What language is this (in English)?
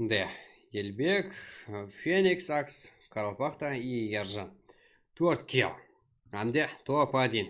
Kara-Kalpak